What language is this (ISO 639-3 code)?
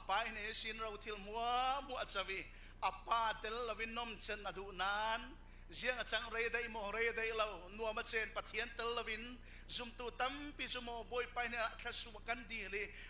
cfm